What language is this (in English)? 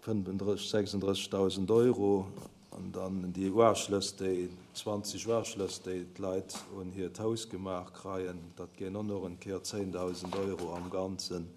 Luxembourgish